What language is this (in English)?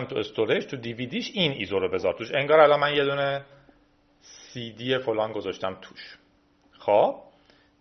Persian